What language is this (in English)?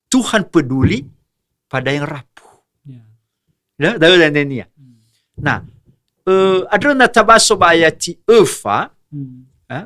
Nias